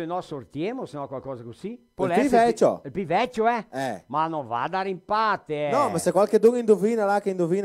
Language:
Venetian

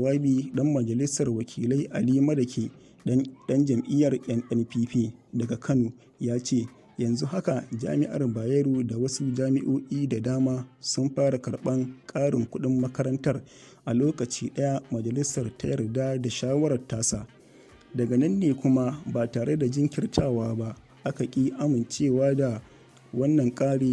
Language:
Hausa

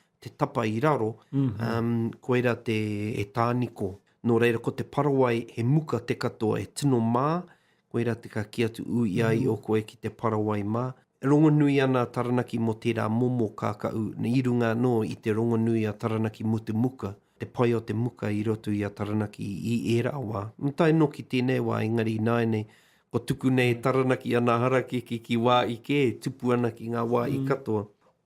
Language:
Māori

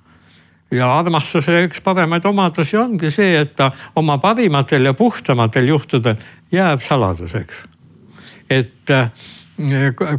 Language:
Estonian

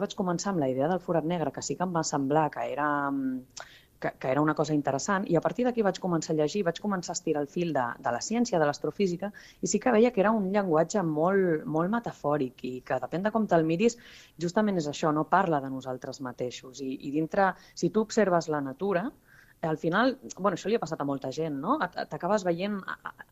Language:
Catalan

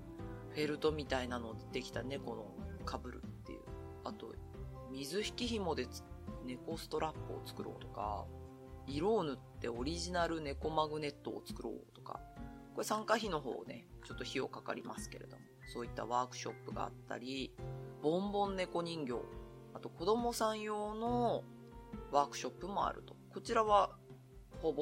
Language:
Japanese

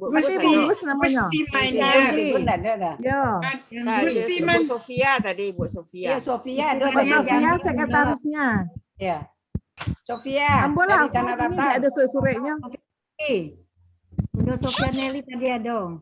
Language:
Minangkabau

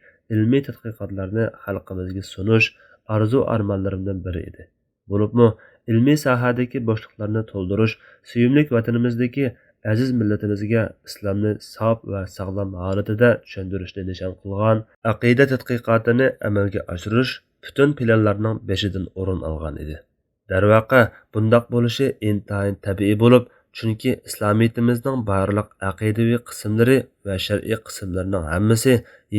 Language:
Uyghur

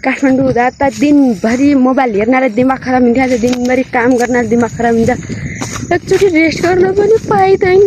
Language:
Nepali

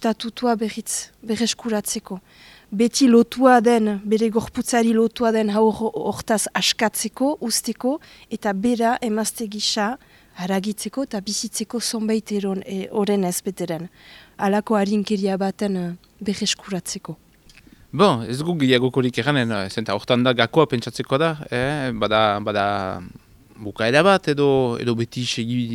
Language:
Basque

